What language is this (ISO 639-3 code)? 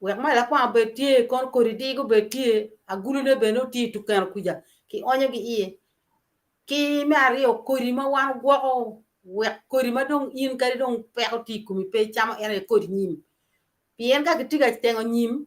ach